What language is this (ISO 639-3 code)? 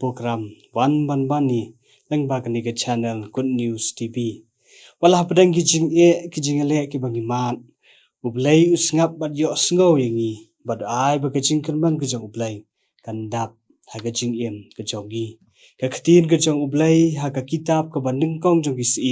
kha